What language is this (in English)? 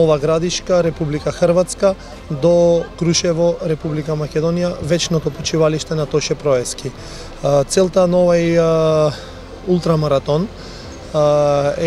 Macedonian